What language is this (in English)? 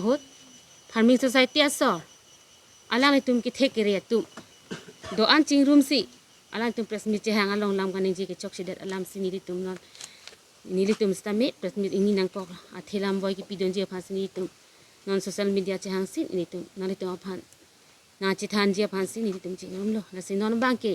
Karbi